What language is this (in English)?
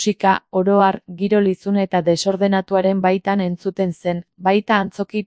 Basque